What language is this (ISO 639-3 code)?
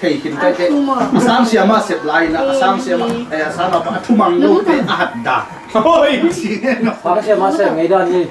ctd